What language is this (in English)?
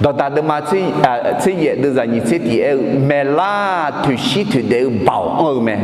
Akha